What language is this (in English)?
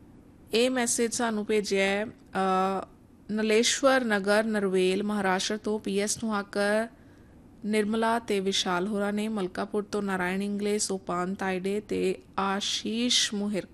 Punjabi